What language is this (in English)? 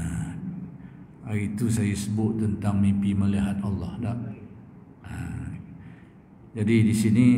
Malay